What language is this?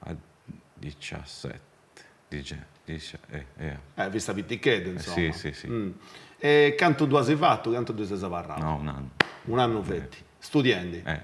Sardinian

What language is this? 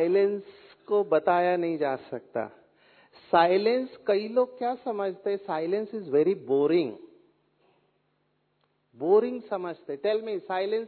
Hindi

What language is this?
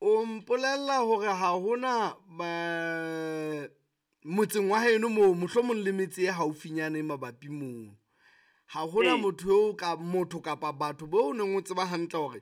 Southern Sotho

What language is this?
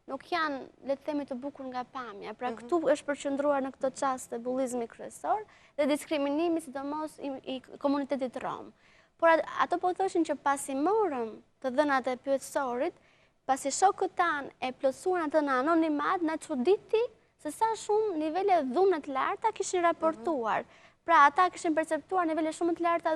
Albanian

